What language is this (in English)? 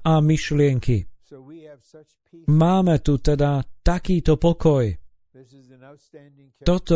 Slovak